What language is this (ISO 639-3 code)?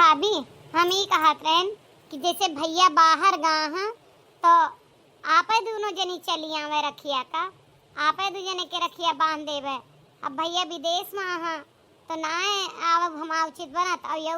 awa